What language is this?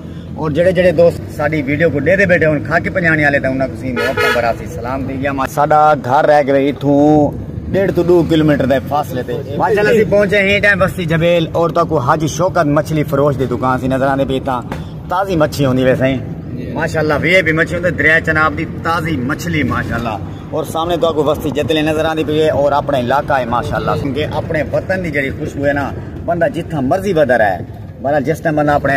Saraiki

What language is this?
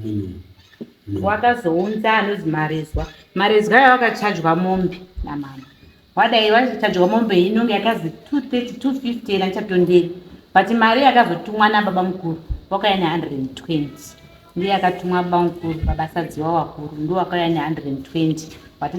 Shona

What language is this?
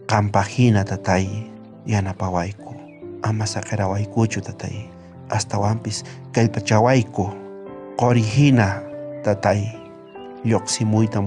South Bolivian Quechua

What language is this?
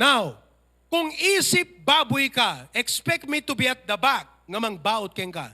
Iloko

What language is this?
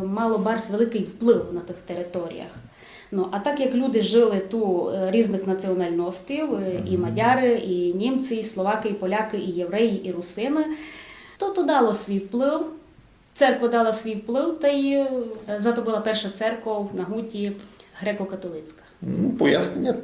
Rusyn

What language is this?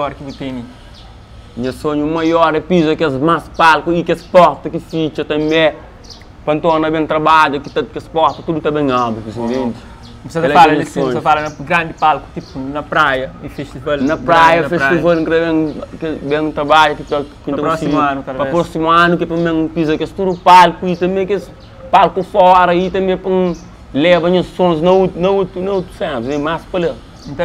Kabuverdianu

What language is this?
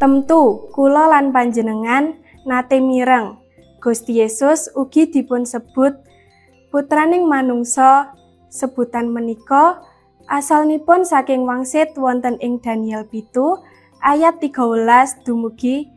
Javanese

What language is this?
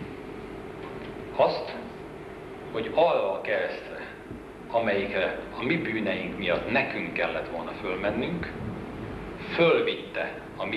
Hungarian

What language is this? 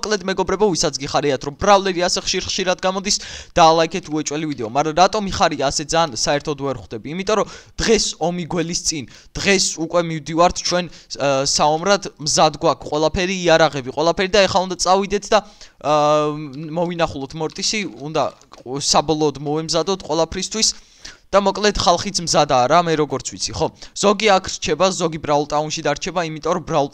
Georgian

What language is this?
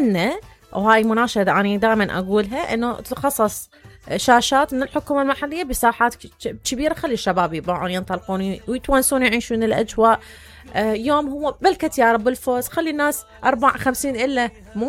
Mesopotamian Arabic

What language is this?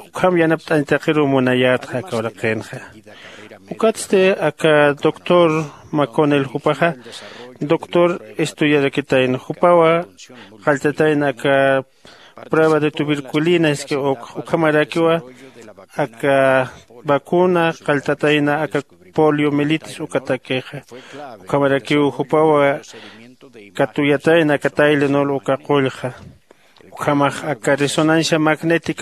Aymara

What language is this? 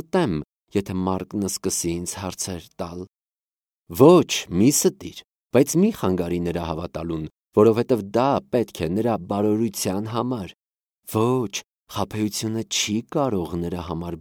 Armenian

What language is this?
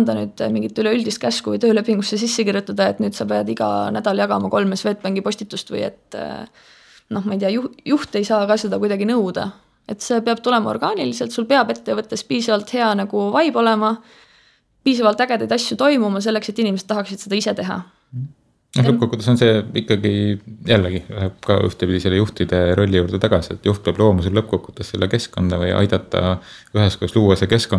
Estonian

